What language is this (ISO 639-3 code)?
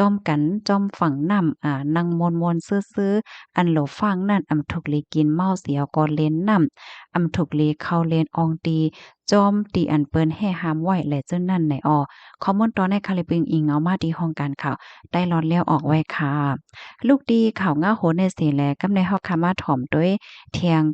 shn